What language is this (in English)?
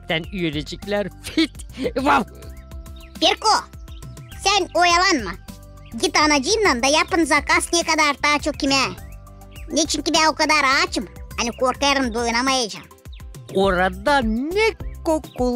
Gagauz